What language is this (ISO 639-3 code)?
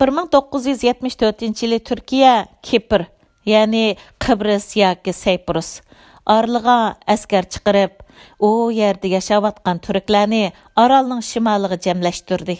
uig